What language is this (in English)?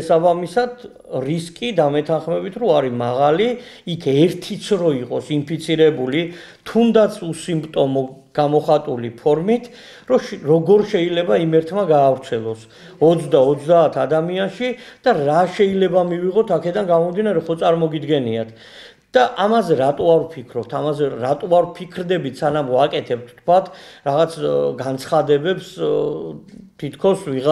Georgian